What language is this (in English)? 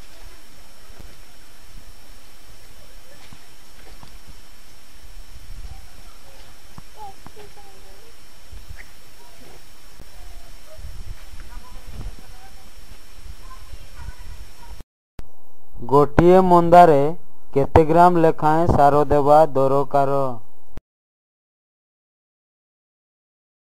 Odia